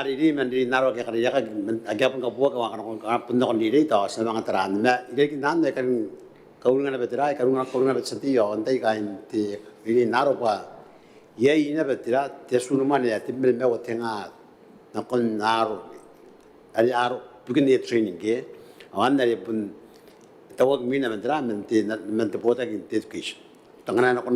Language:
Gilbertese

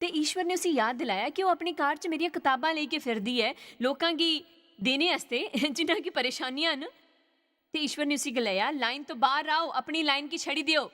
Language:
Dogri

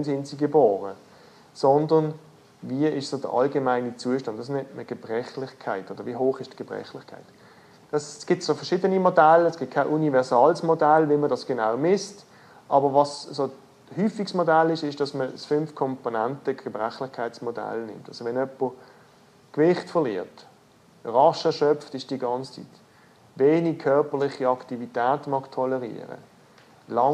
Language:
German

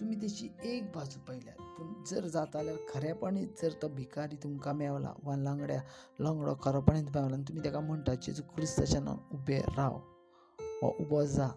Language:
Konkani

